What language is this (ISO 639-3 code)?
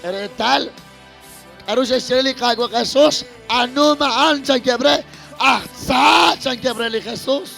kek